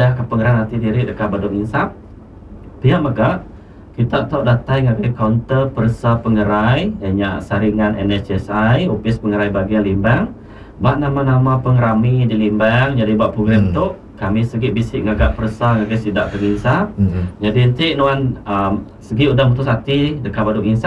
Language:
Iban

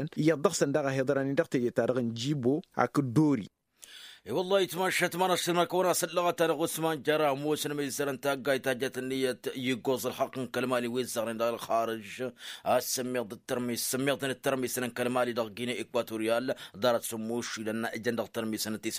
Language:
Tamasheq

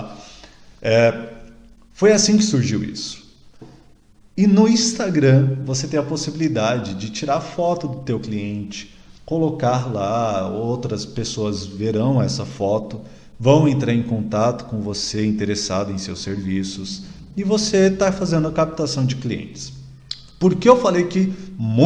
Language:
Portuguese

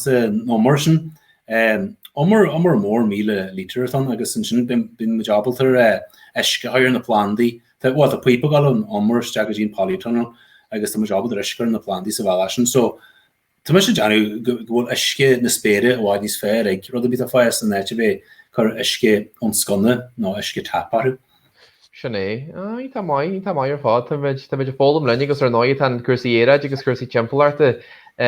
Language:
Irish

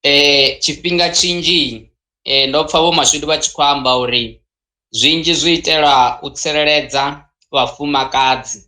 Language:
Venda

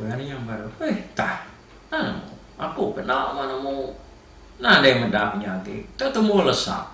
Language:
Iban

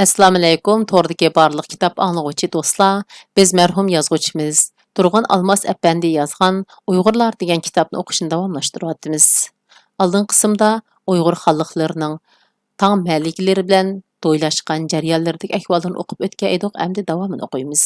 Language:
Uyghur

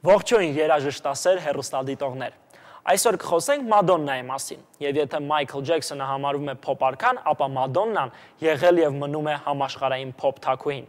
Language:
Armenian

